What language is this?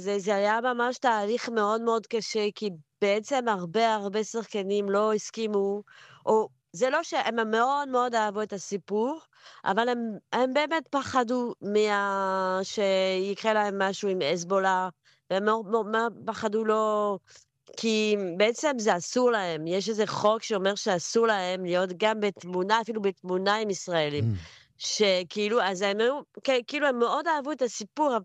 Hebrew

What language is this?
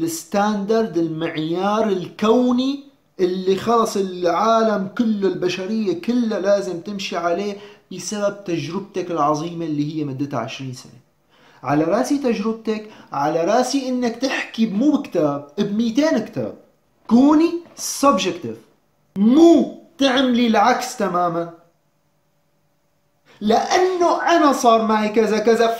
North Levantine Arabic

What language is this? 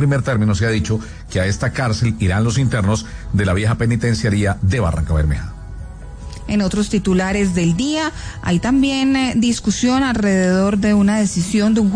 Spanish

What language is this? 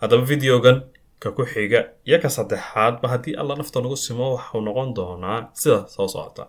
Somali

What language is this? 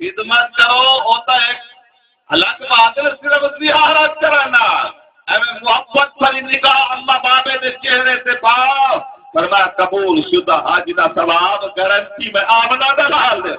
Saraiki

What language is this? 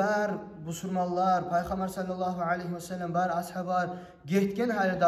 Kumyk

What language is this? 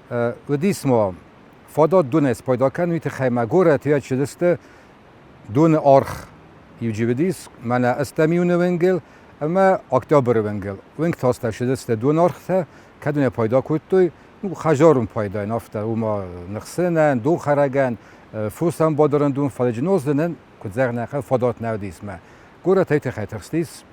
Ossetic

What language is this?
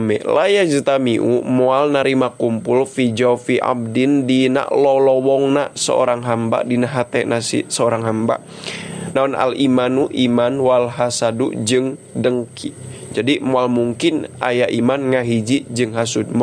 Sundanese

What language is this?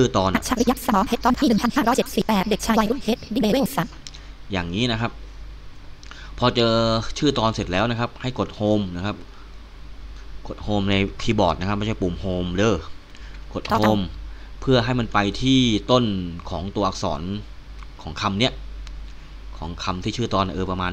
Thai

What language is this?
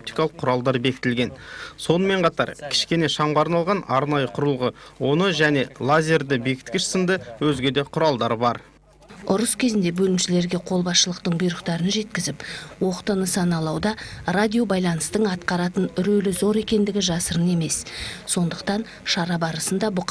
Kazakh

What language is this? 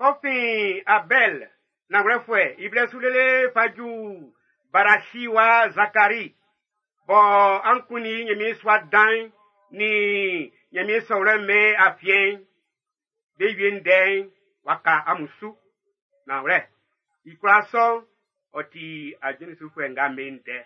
Baoulé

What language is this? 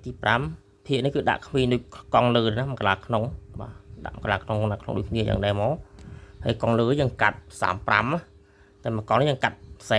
Khmer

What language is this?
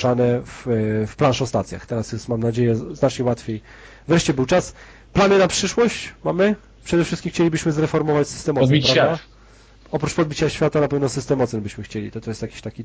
Polish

